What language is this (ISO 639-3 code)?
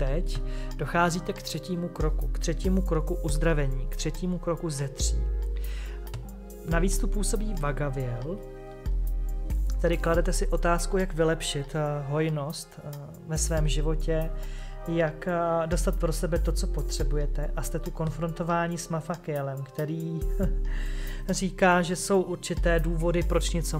ces